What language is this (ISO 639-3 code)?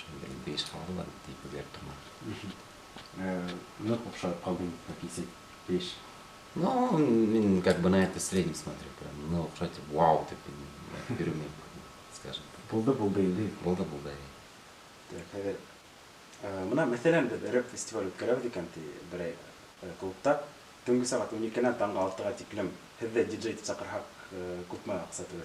bak